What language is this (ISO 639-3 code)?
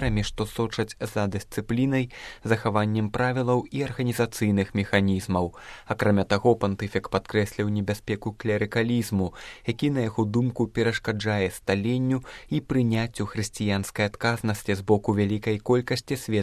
bel